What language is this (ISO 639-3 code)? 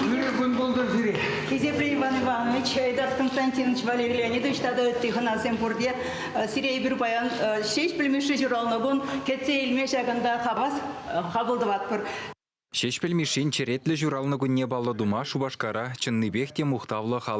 chv